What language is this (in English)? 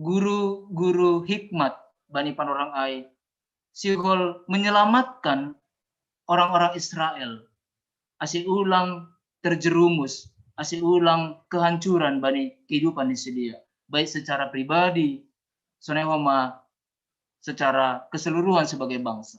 Batak Simalungun